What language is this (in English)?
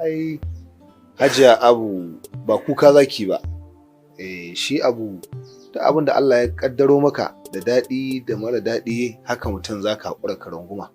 Hausa